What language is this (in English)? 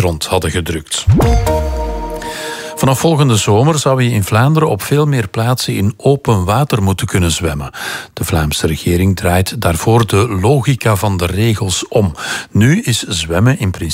Dutch